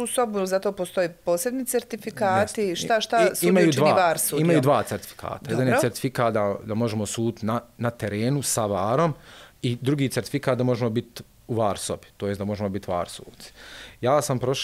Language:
Bosnian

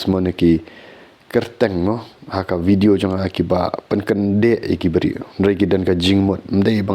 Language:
Khasi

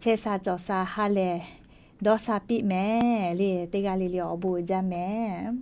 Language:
Lahu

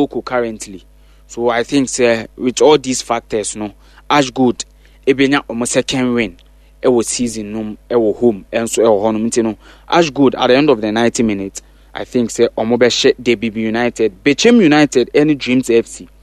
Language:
Akan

